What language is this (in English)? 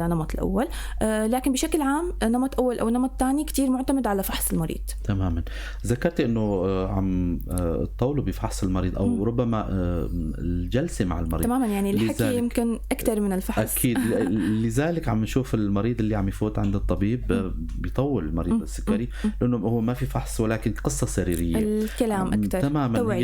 North Levantine Arabic